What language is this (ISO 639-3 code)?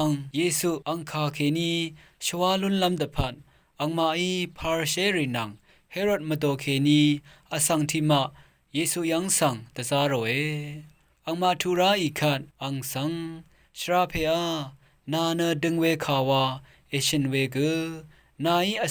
raw